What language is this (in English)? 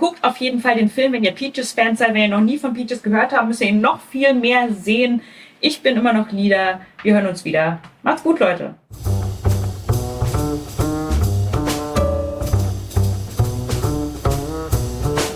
German